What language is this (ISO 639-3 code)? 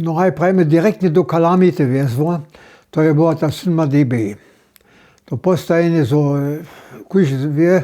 hsb